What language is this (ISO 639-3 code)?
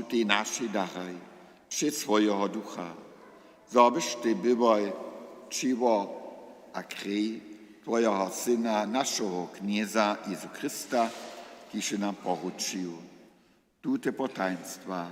hsb